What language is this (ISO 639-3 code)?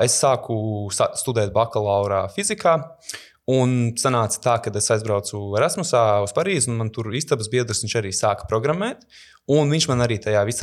lav